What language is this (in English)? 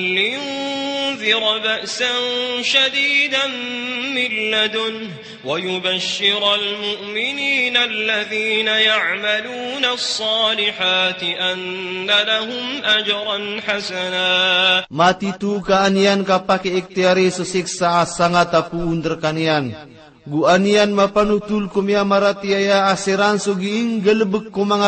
Maranao